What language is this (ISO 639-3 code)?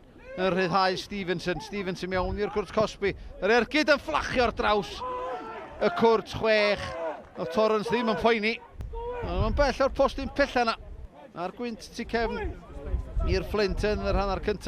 cym